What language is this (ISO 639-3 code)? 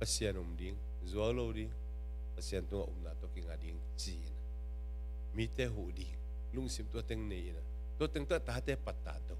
ctd